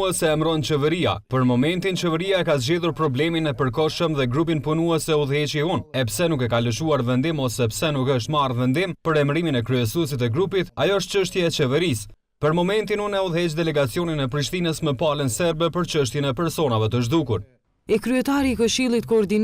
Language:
Albanian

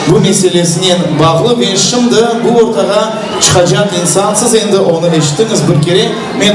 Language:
Crimean Tatar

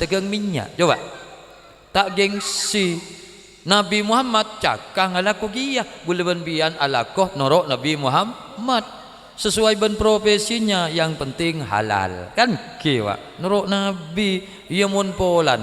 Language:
Madurese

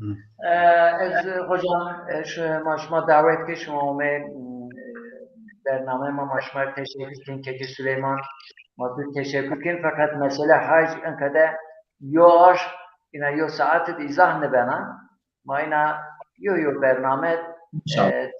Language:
Zaza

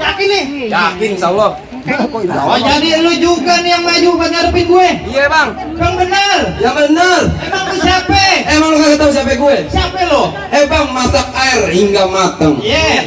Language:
Betawi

